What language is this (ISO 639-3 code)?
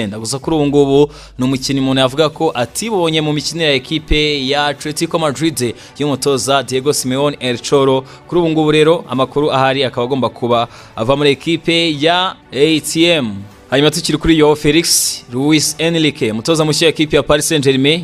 kin